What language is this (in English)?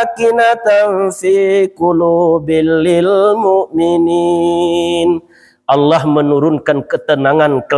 Minangkabau